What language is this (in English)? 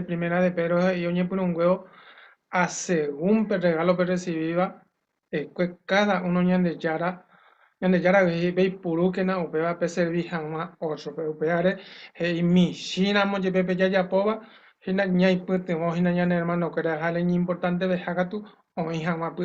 Guarani